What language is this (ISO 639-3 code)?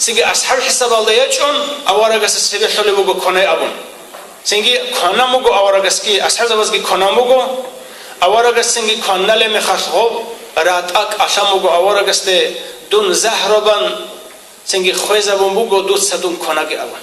ava